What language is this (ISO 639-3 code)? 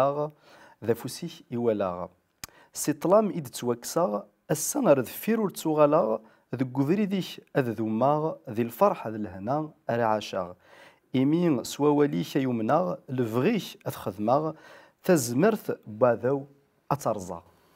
kab